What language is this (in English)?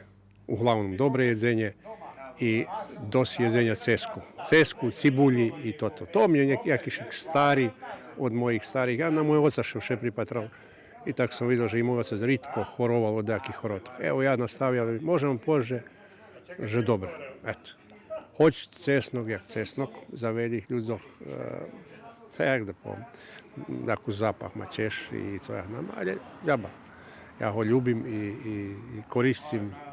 Rusyn